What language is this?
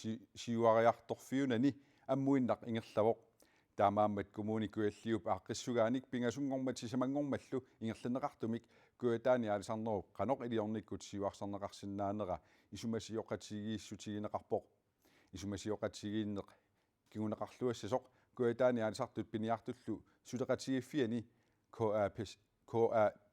Kalaallisut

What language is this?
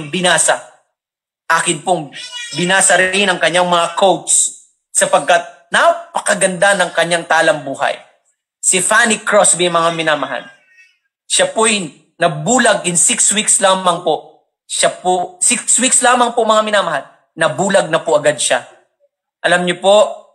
Filipino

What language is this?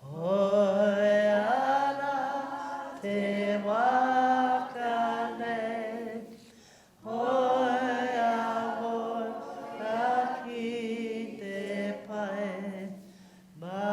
Māori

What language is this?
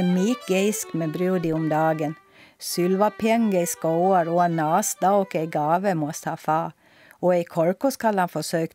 Swedish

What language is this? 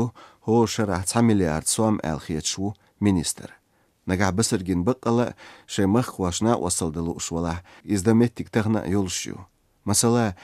Chechen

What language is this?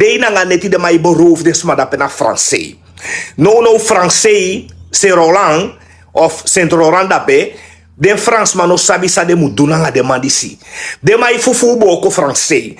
Sranan Tongo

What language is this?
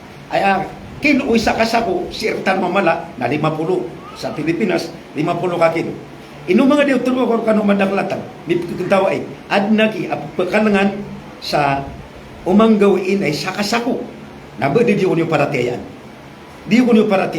Maranao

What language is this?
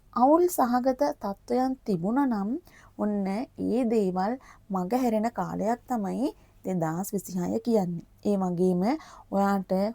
Sinhala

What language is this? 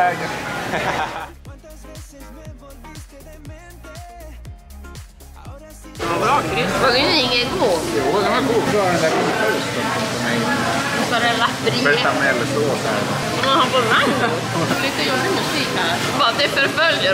Swedish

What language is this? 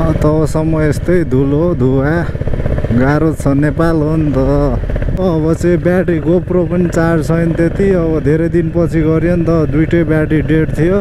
Nepali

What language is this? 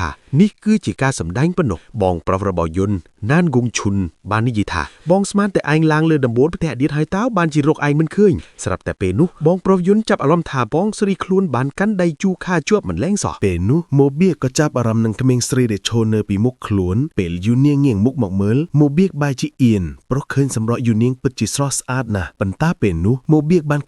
Khmer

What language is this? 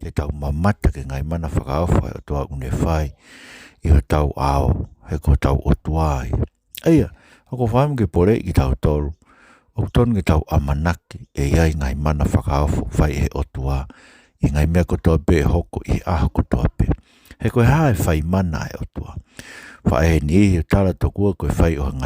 Tongan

